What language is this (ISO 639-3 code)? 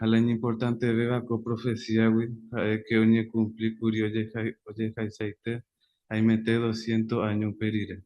grn